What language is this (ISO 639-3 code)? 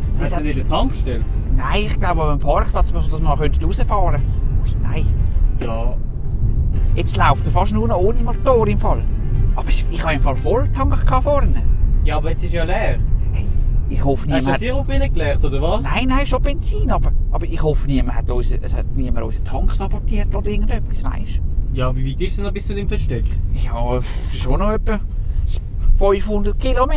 gsw